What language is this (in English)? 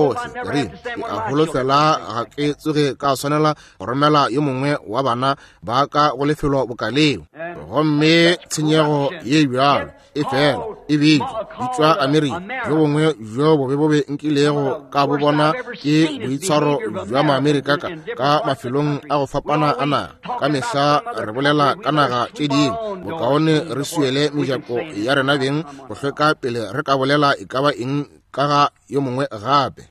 Northern Sotho